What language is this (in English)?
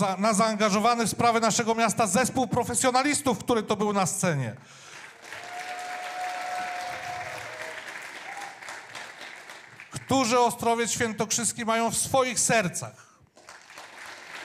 Polish